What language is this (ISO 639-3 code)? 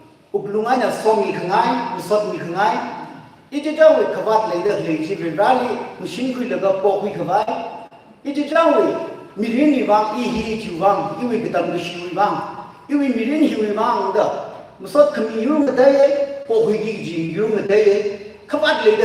nmf